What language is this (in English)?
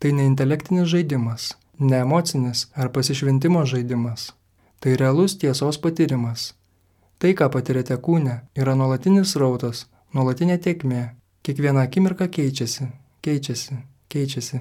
Lithuanian